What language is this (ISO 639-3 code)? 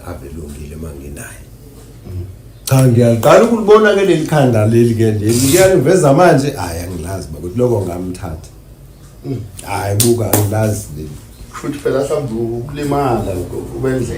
zul